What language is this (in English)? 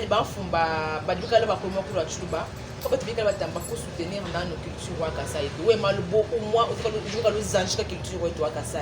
Luba-Lulua